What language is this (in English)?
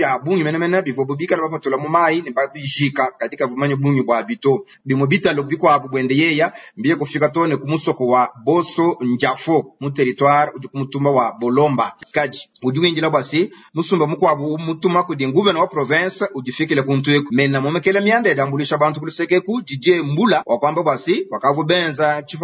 Luba-Lulua